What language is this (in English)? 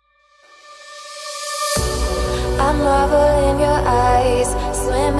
English